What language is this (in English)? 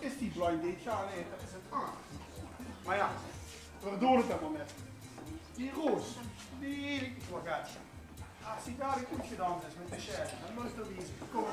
Limburgish